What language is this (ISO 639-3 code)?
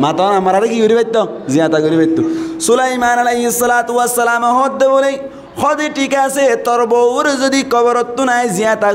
rhg